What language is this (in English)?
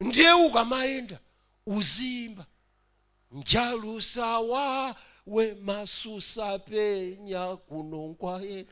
Nyanja